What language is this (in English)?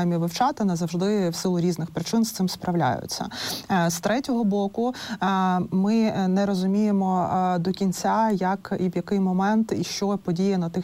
Ukrainian